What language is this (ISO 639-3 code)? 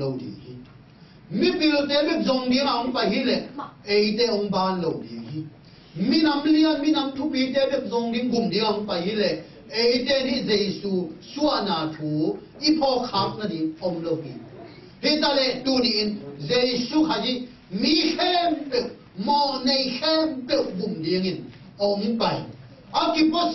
ctd